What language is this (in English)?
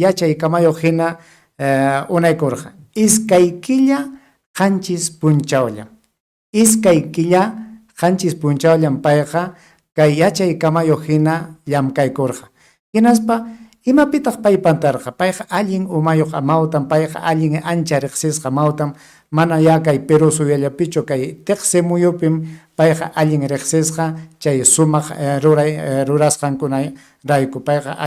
Ayacucho Quechua